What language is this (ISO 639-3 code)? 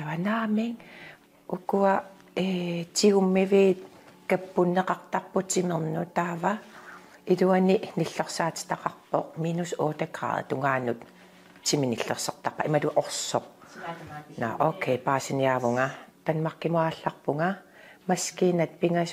kal